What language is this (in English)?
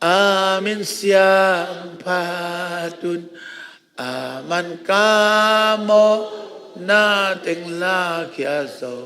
Tedim Chin